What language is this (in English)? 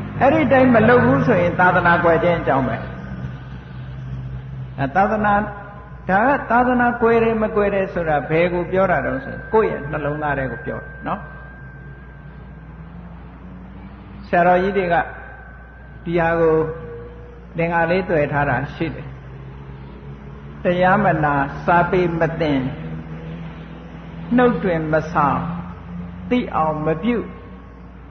Burmese